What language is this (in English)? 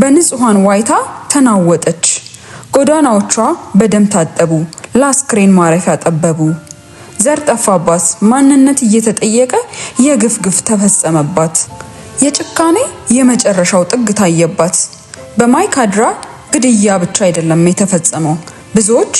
Amharic